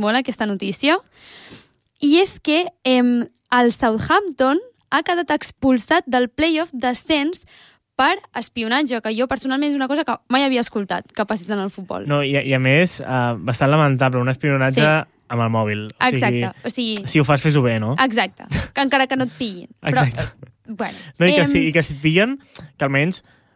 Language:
Catalan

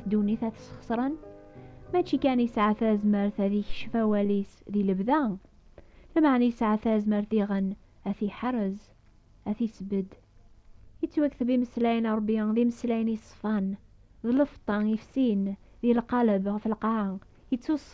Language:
Kabyle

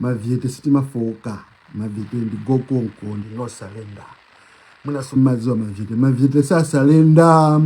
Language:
Nyanja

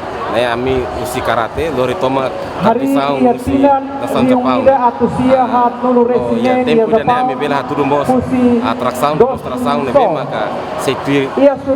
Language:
Tetum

